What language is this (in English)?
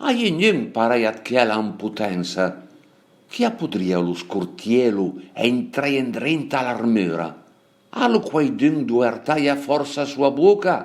Piedmontese